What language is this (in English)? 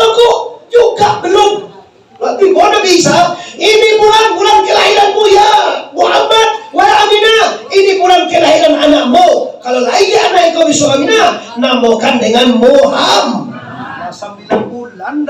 Minangkabau